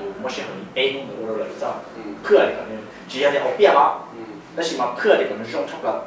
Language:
Hmong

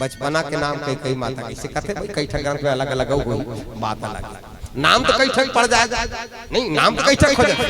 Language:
Chhattisgarhi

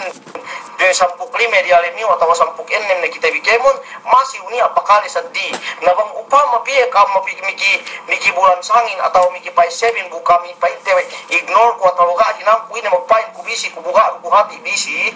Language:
Yakan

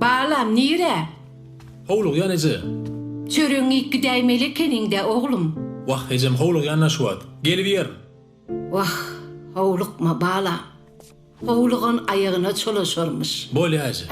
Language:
Turkmen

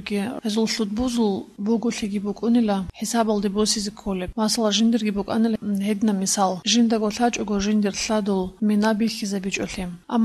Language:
Avaric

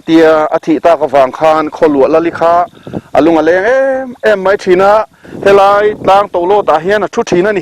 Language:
Mizo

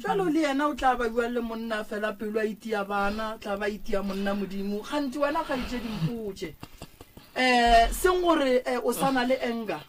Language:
Northern Sotho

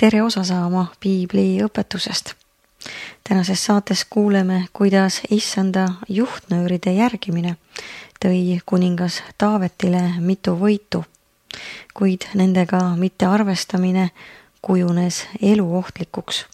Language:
Estonian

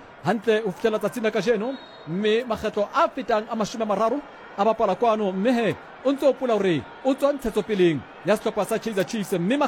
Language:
Southern Sotho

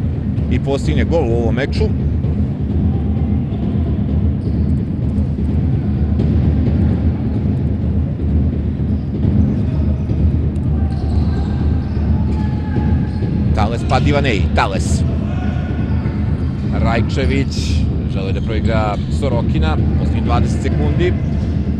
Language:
Serbian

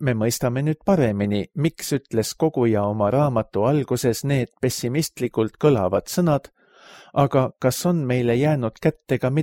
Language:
Estonian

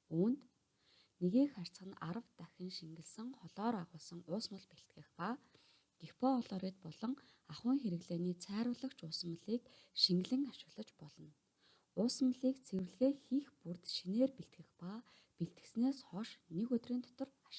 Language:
Mongolian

